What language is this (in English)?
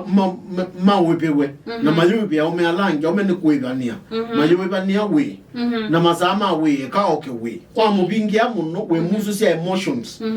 Kamba